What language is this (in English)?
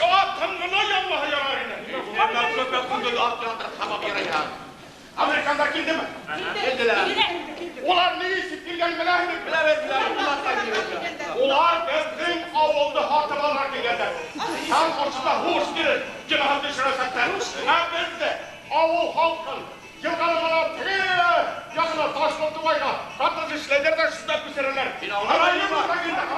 Bashkir